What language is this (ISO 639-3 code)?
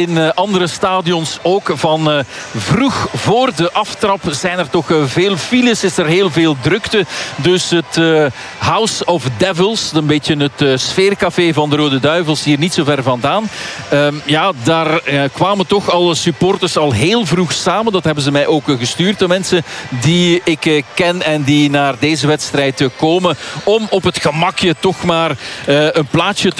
nld